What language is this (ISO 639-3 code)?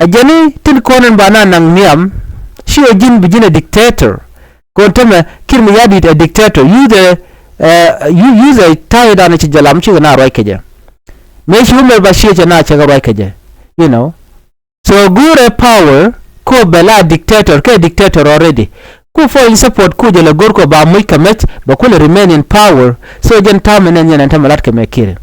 nus